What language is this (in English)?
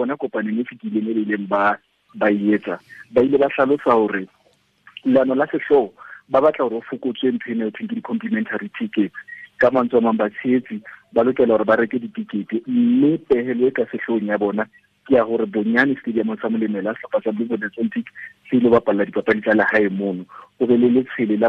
Southern Sotho